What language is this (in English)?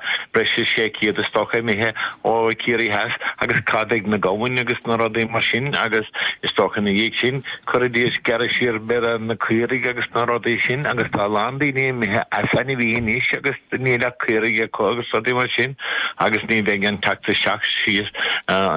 Irish